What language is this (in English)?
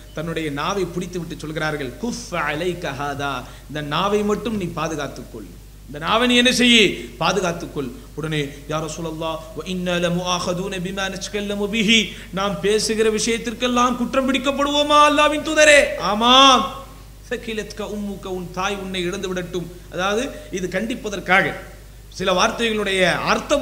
Tamil